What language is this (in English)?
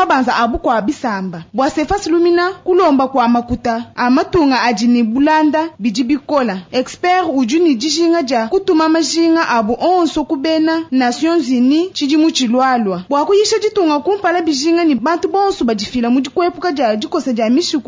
Luba-Lulua